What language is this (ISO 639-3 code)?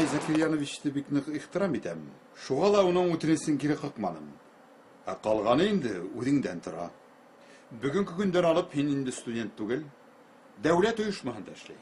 bak